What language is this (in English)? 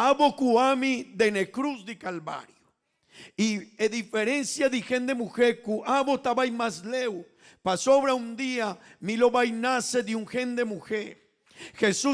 Papiamento